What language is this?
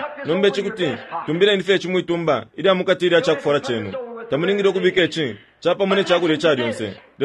Bemba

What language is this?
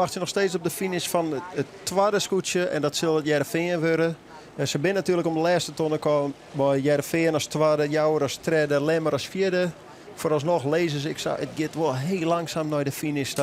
Western Frisian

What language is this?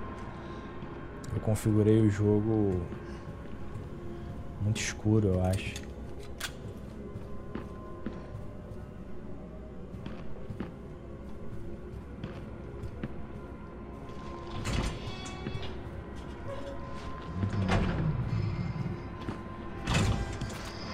Portuguese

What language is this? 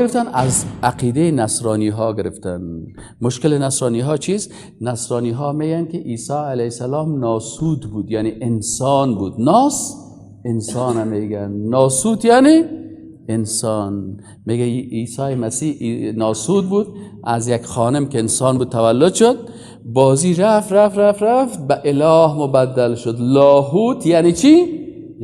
Persian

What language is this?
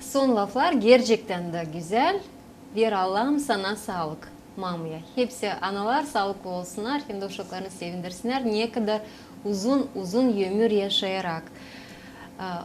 Gagauz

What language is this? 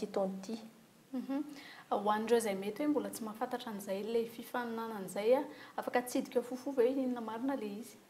Malagasy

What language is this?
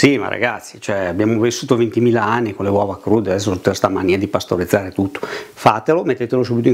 Italian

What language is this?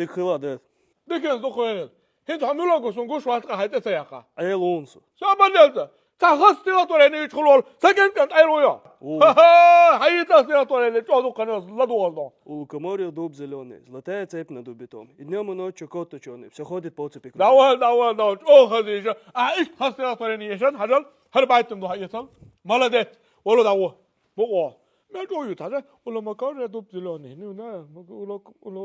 Chechen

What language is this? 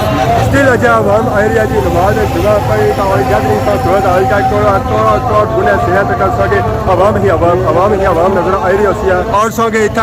Pahari-Potwari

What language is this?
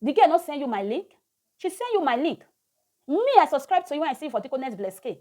Nigerian Pidgin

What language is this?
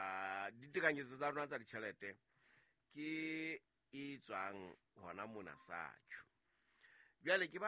Southern Sotho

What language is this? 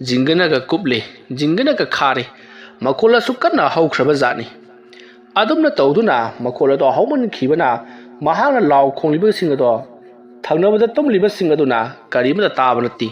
Manipuri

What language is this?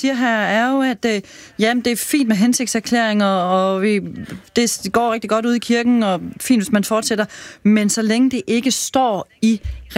Danish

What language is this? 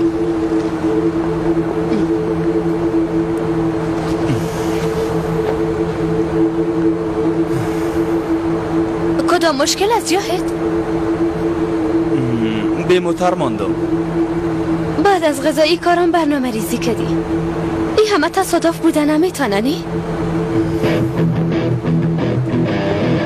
Persian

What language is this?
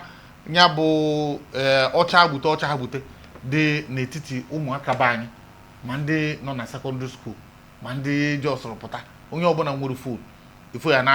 Igbo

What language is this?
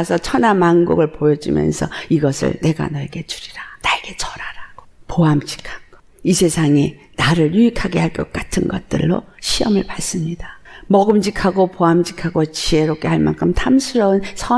Korean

